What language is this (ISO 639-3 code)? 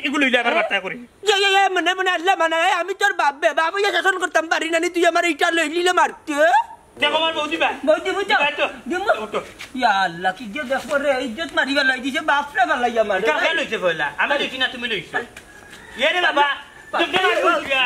syl